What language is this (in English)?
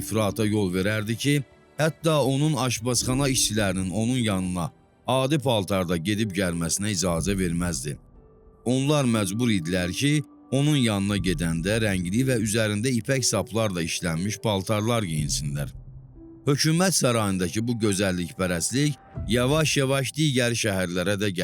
Azerbaijani